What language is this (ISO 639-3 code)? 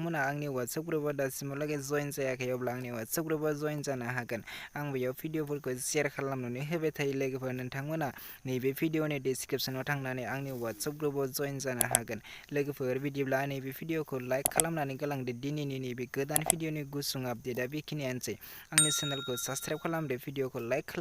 brx